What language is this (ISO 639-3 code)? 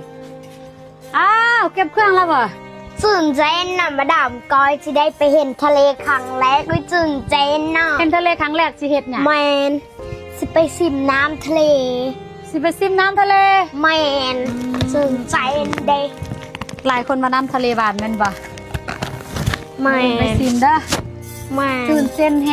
lao